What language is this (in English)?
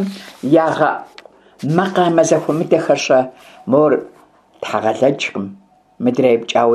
Kabardian